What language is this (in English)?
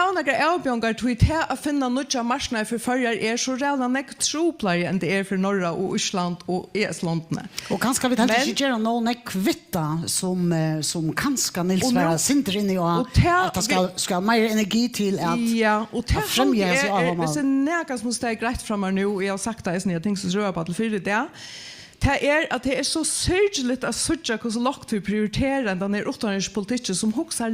Faroese